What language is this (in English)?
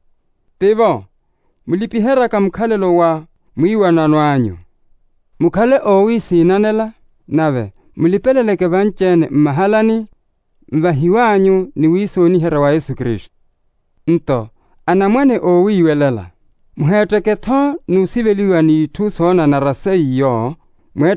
Makhuwa